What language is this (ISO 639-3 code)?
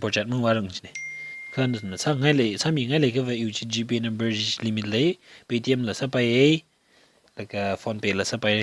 nmf